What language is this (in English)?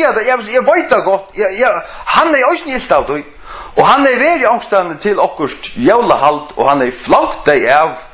Faroese